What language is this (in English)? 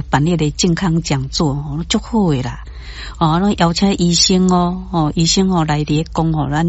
Min Nan Chinese